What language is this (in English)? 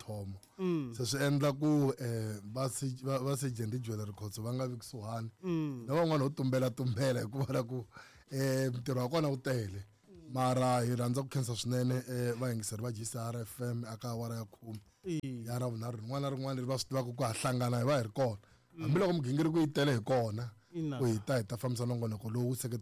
Tsonga